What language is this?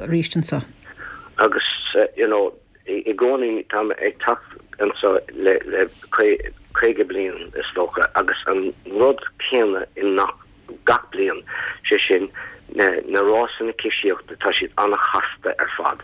Irish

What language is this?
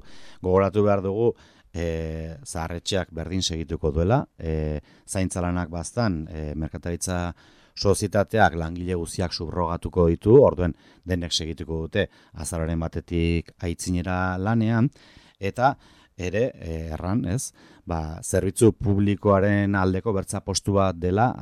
Basque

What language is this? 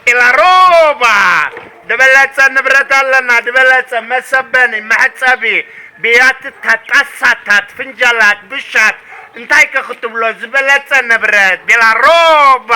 Tigrinya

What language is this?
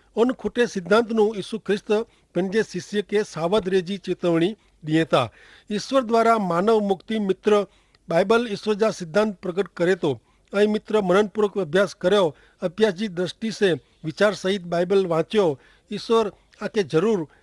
Kachhi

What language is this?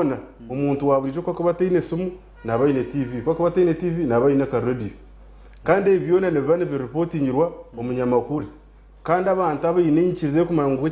Nyankole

